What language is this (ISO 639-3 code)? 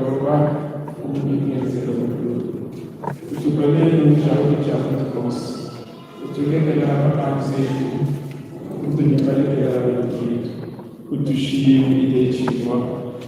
lua